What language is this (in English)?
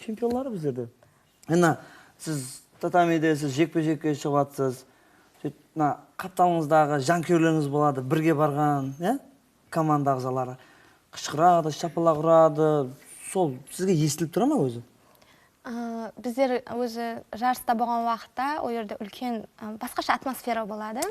Kara-Kalpak